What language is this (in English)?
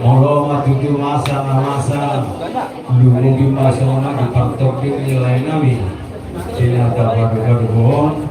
Batak Toba